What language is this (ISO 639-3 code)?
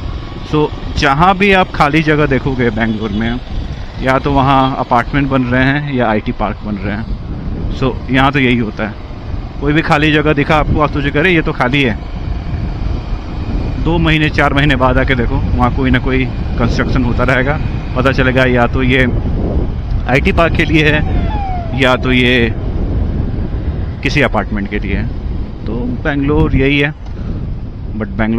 hin